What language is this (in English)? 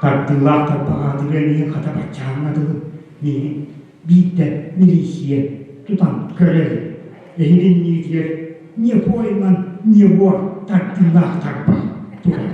Yakut